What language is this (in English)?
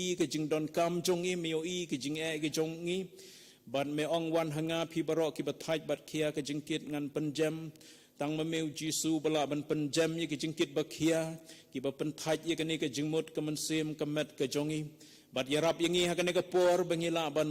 Khasi